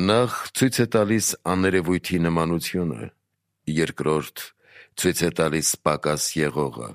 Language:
Armenian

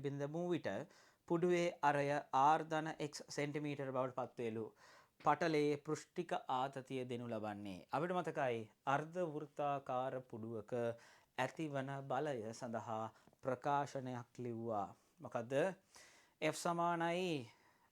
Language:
Sinhala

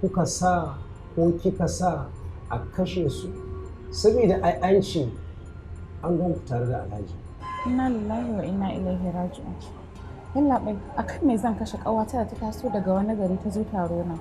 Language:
Hausa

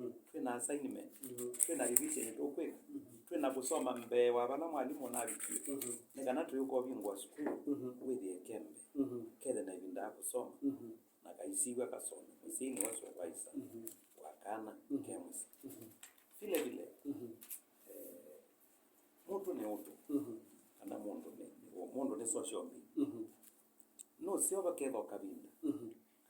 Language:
Kamba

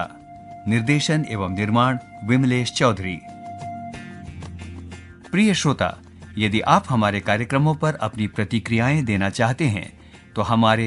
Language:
Hindi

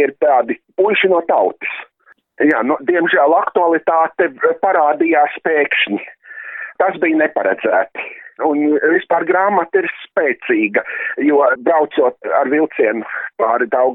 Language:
Latvian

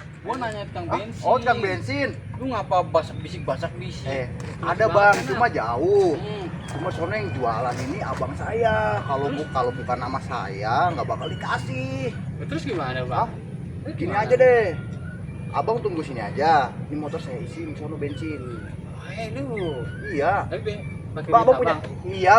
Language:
Betawi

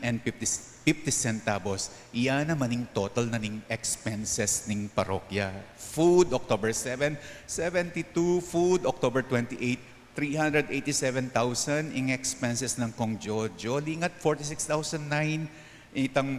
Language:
Pampanga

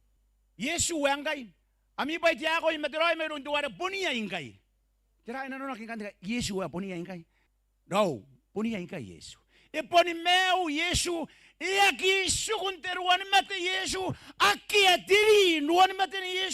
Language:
Gilbertese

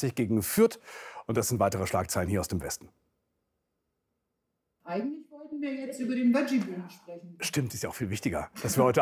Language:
German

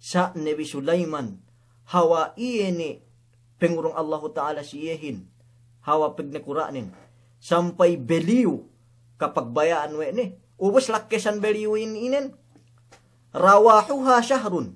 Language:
Yakan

